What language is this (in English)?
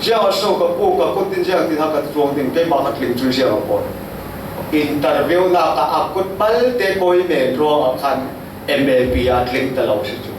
Falam Chin